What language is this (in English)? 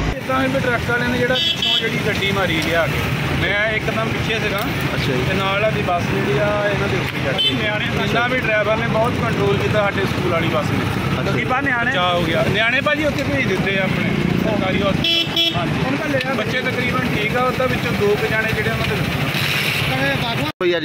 Punjabi